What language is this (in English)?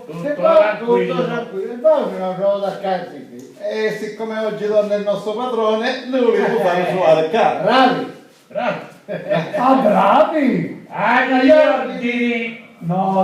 Sicilian